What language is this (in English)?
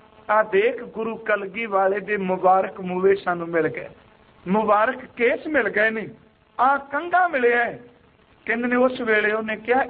Punjabi